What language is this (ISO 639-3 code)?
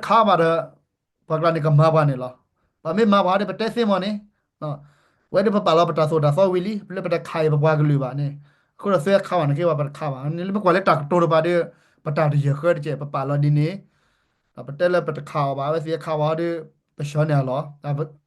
ksw